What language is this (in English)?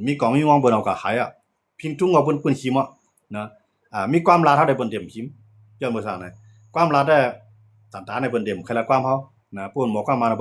Shan